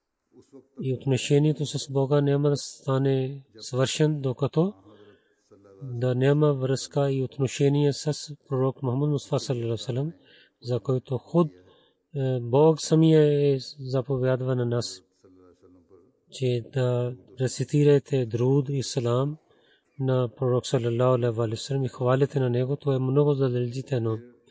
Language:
Bulgarian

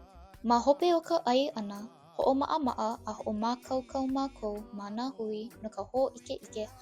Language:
Hawaiian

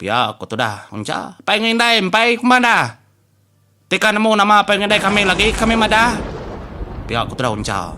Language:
Iban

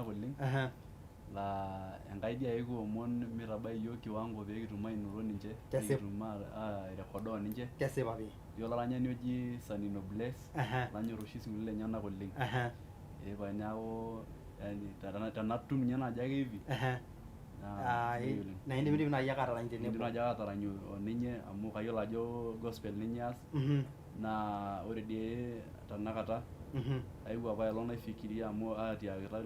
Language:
Masai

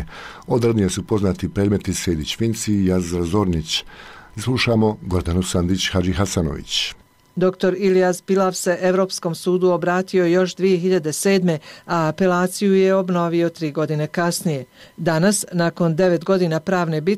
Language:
Bosnian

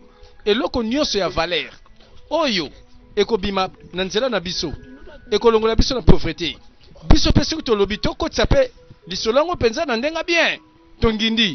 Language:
Lingala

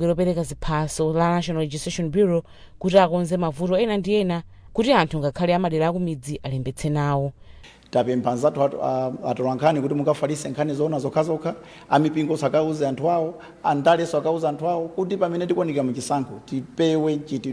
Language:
Nyanja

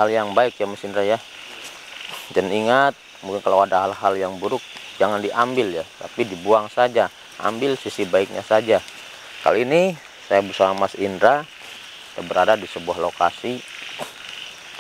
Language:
Indonesian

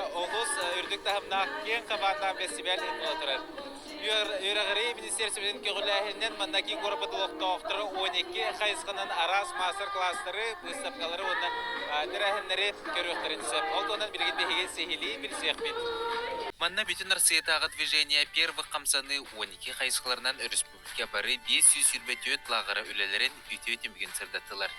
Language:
Yakut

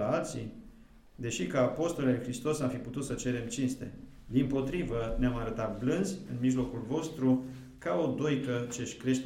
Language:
Romanian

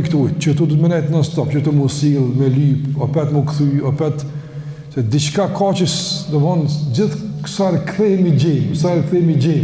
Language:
Albanian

